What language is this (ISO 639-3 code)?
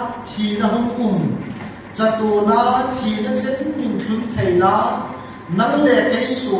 hmr